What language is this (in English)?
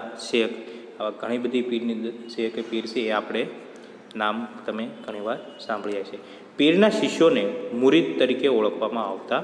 Gujarati